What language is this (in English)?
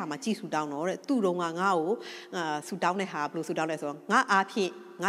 Burmese